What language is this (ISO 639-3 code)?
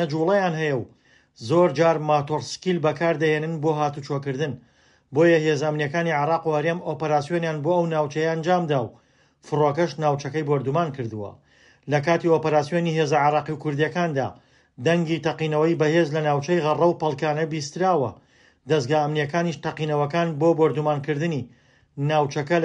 ckb